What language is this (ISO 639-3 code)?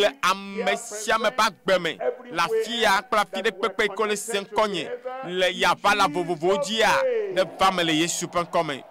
ewe